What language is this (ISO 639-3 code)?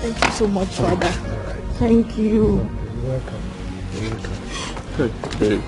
pcm